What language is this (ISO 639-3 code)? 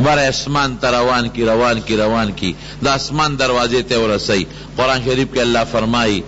pus